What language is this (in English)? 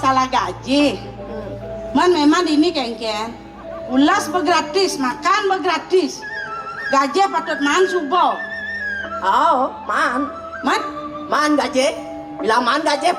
Balinese